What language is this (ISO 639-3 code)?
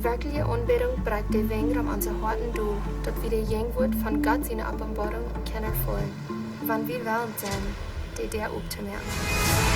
pdt